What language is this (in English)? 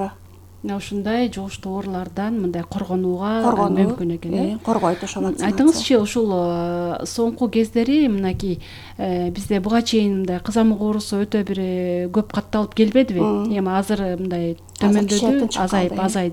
Kyrgyz